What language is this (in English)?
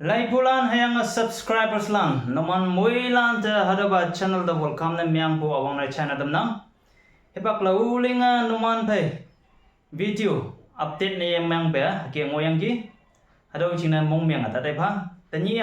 Konyak Naga